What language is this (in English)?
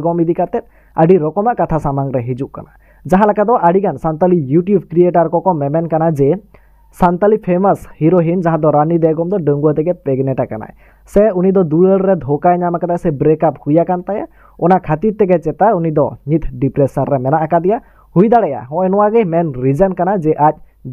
Santali